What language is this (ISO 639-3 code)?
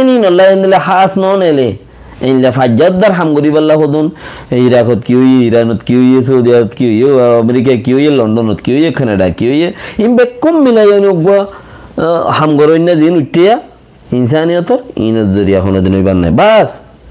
rhg